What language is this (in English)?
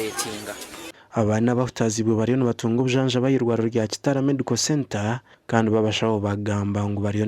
Nyankole